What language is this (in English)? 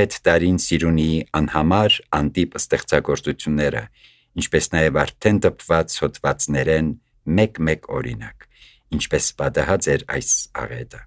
Armenian